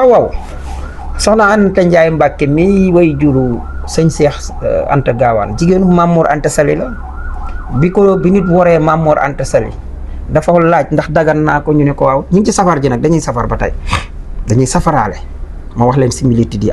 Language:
Wolof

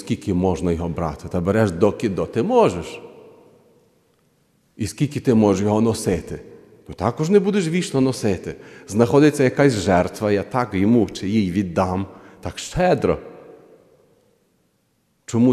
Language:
Ukrainian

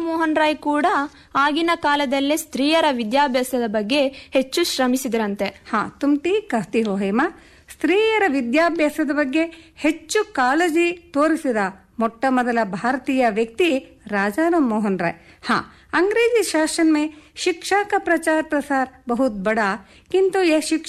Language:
Kannada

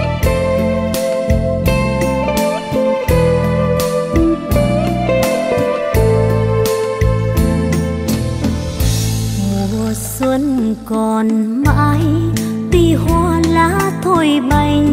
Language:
Vietnamese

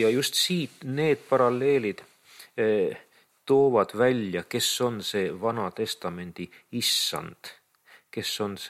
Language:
Estonian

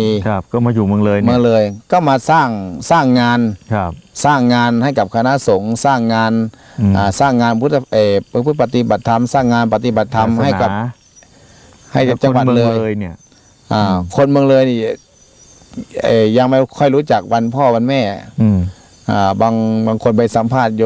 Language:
Thai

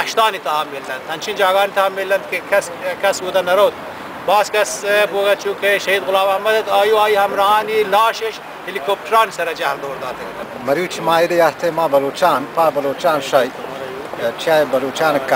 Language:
Baluchi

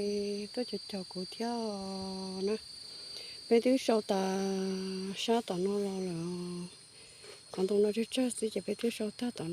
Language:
Hmong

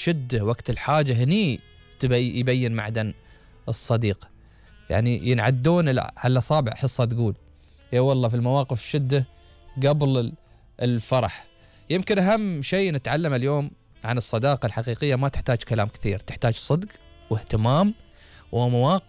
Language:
Gulf Arabic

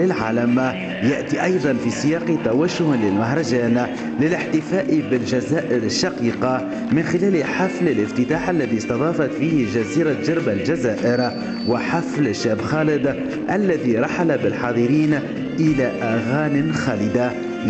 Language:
Arabic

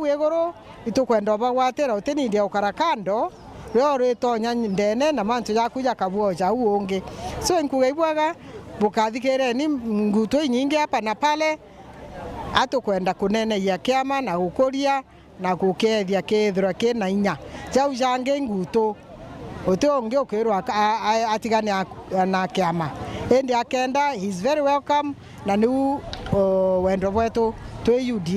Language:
Meru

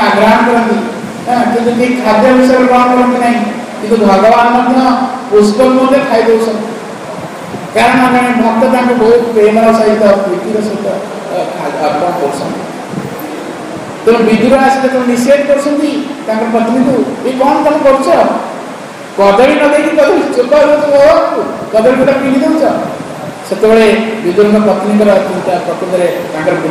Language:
Odia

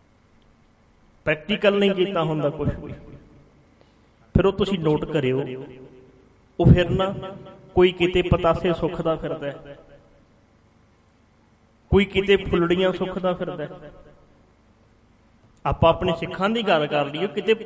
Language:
Punjabi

